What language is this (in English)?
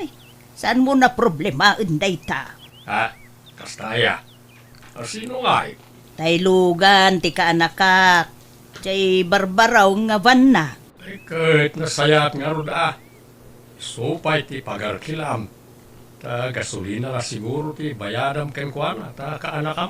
Iloko